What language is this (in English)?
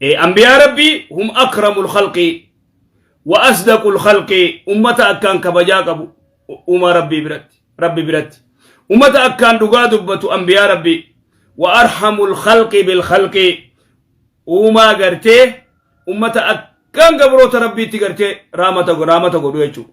Oromo